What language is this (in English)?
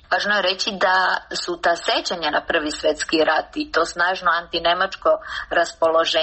Serbian